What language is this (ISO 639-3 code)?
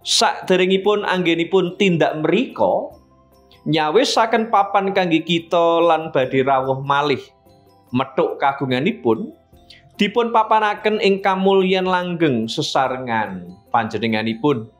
jav